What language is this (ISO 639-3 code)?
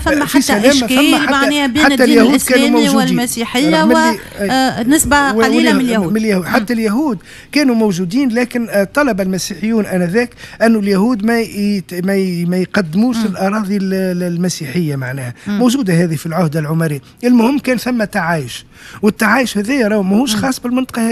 aeb